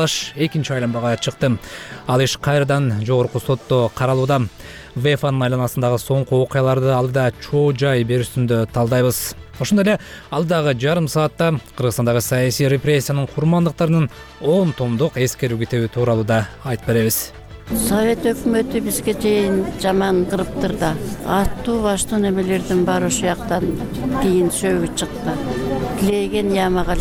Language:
Kyrgyz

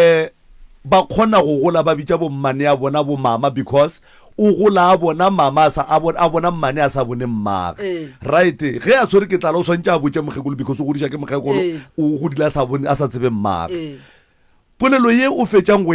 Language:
Northern Sotho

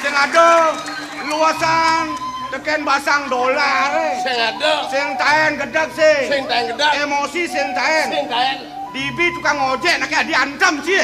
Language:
Balinese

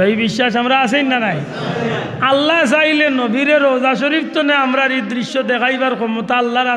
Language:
Sylheti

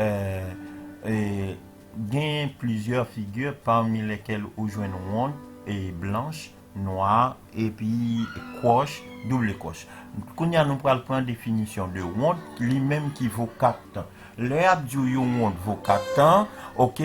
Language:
Haitian Creole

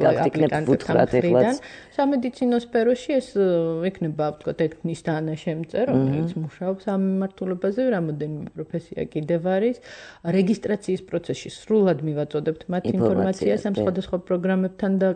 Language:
Georgian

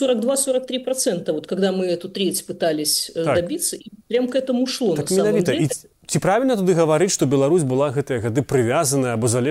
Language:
Belarusian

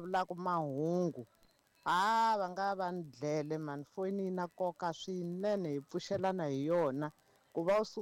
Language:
Tsonga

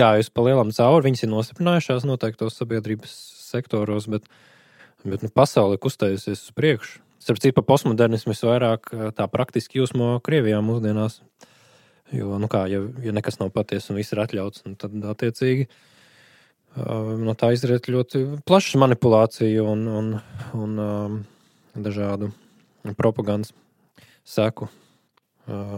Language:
Latvian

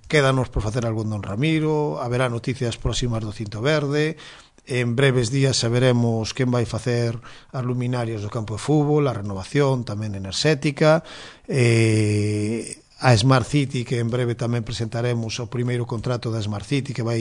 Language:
Galician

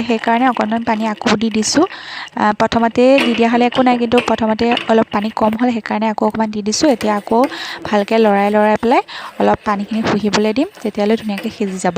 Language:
Assamese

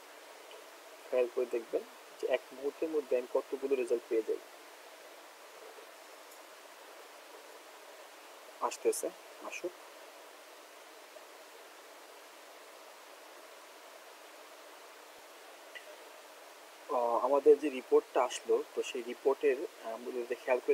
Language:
Bangla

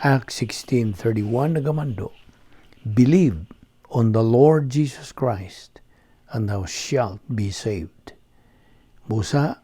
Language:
Cebuano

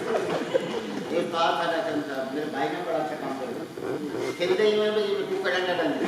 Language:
Saraiki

